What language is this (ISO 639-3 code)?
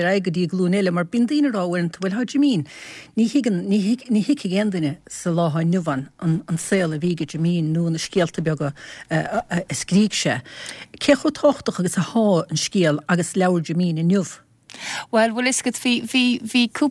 gle